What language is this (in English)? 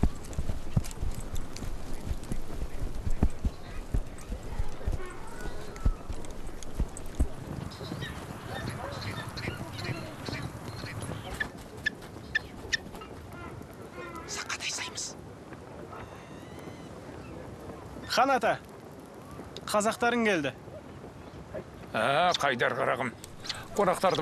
Kazakh